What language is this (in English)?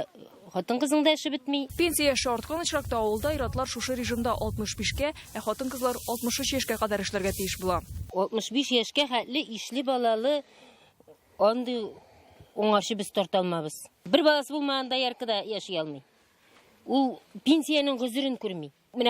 Tatar